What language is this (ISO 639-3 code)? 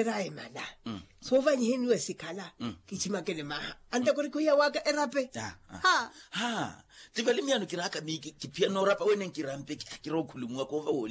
vmw